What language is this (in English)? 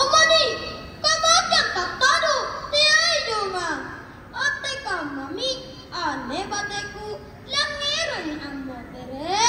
Makasar